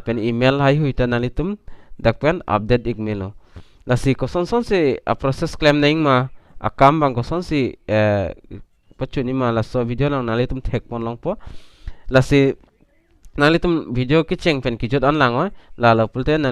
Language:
Karbi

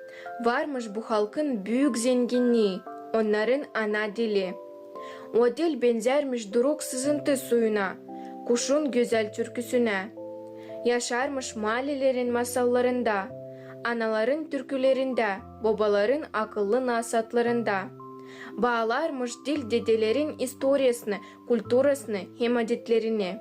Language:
Gagauz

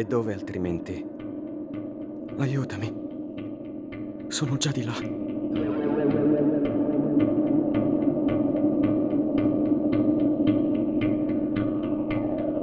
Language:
Italian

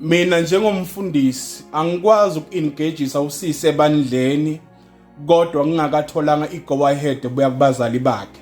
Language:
Zulu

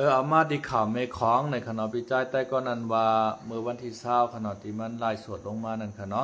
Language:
Shan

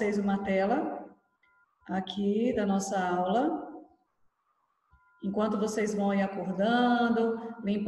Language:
Portuguese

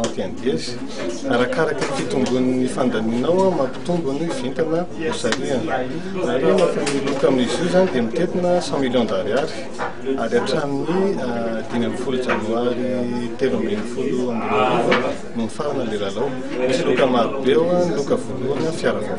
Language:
Malagasy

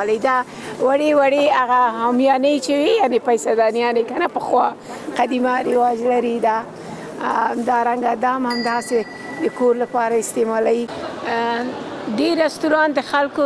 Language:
Pashto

